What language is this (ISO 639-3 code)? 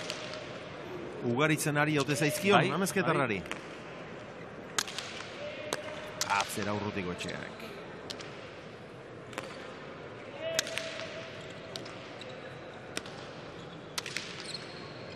eus